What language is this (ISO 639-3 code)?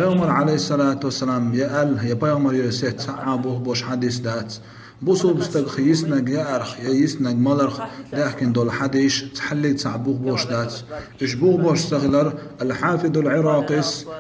che